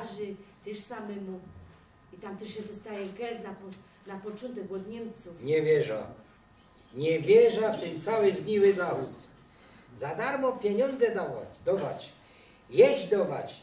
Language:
Silesian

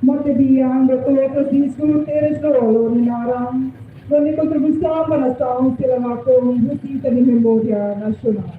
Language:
Tetum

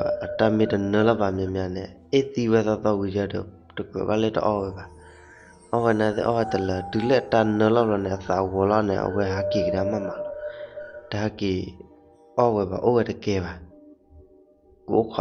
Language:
S'gaw Karen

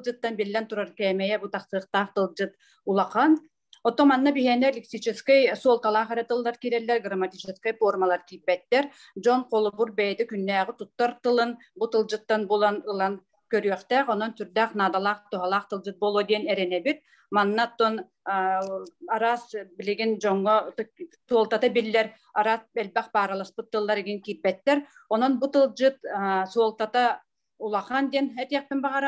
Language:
Yakut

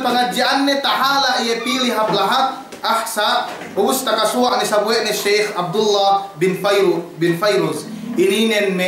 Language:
Yakan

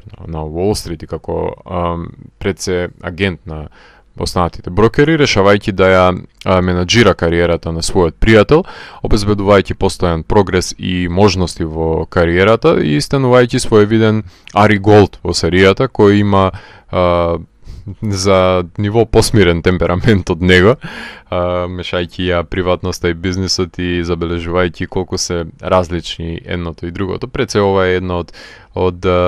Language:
Macedonian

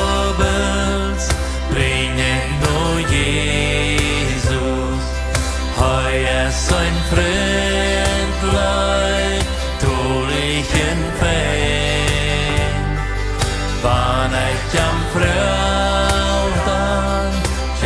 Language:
Plautdietsch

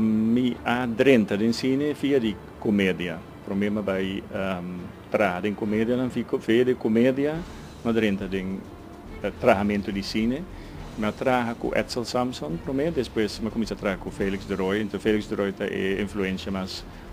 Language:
Papiamento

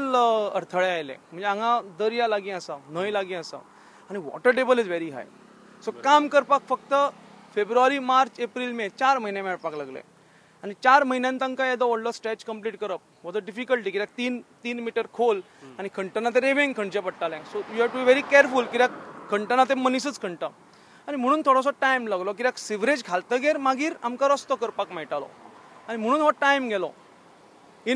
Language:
Konkani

